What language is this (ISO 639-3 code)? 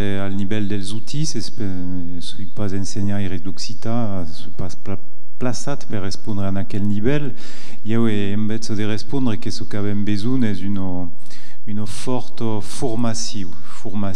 oci